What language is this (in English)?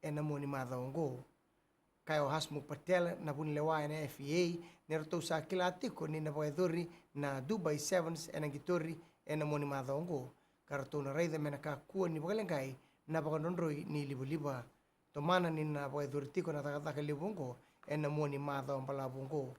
Fijian